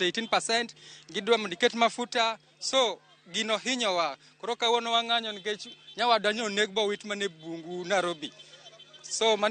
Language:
Luo (Kenya and Tanzania)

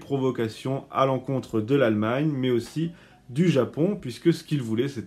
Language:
French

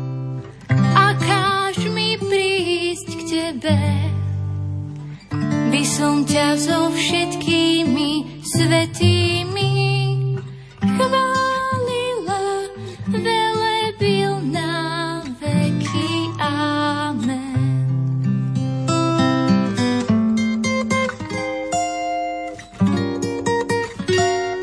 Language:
Slovak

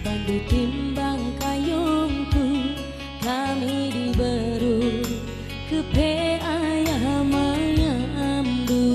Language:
Batak Karo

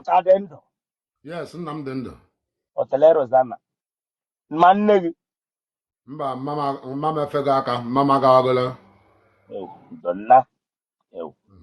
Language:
Igbo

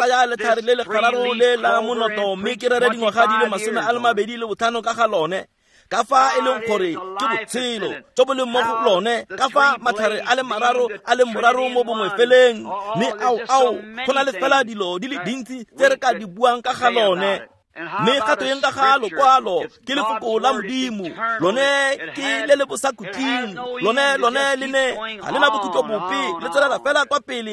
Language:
Tswana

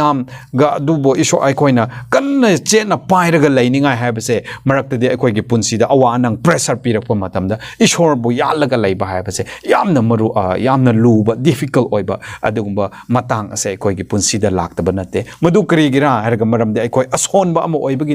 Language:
Manipuri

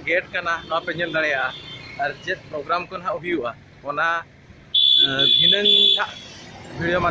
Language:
Santali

